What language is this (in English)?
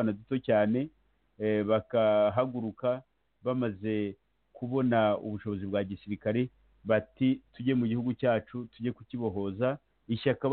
Kinyarwanda